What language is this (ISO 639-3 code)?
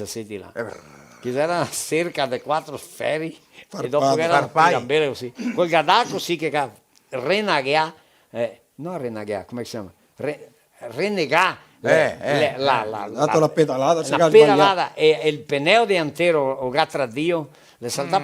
vec